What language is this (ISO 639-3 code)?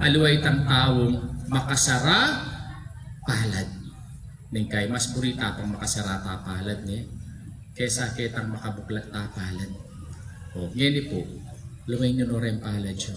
pam